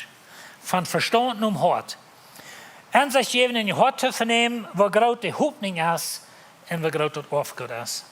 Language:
Plautdietsch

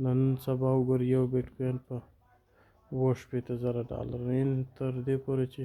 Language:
Pashto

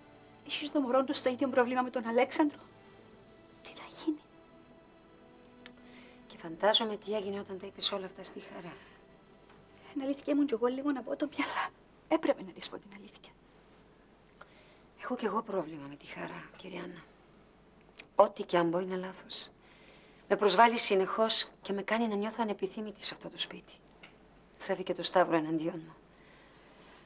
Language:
Greek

